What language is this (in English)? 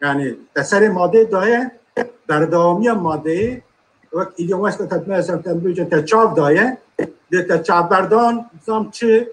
Kurdish